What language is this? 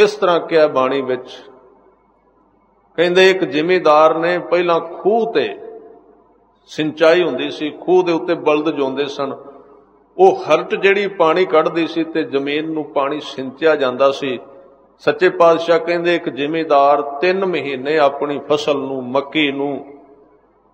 Punjabi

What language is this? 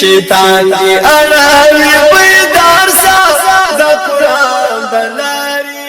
Pashto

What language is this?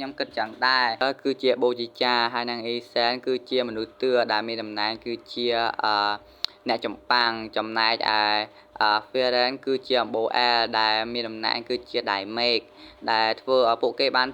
Khmer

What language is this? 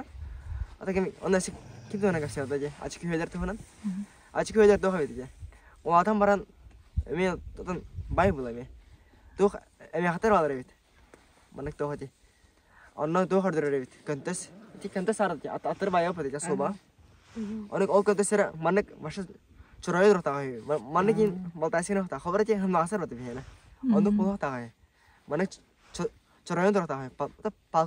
Yakut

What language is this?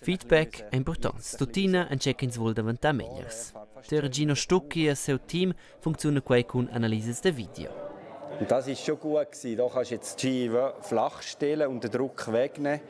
Romansh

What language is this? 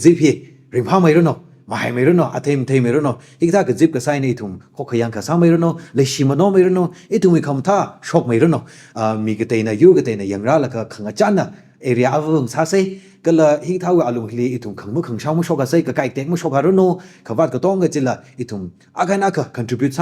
Tangkhul Naga (India)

